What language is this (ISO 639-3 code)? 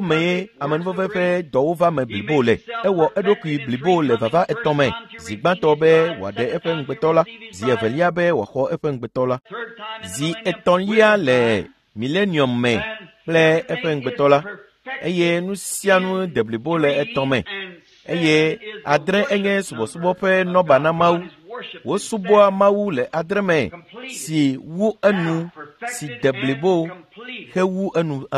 ewe